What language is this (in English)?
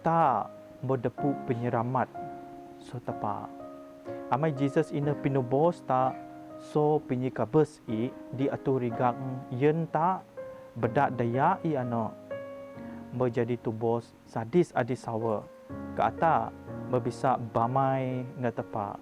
Biatah Bidayuh